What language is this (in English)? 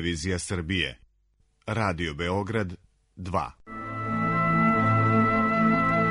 Serbian